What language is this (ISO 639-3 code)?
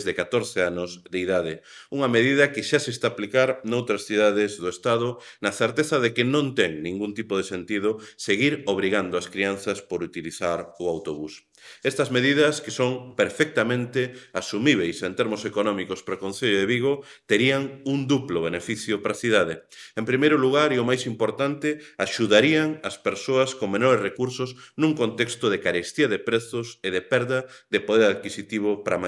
glg